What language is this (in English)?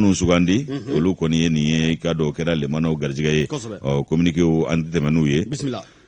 Bambara